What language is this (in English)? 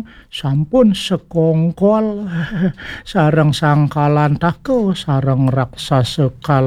Balinese